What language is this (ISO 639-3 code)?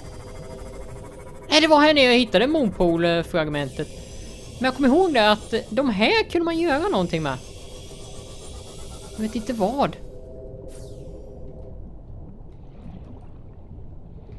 swe